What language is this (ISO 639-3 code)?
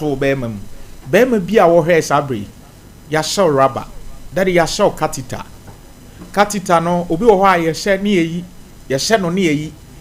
aka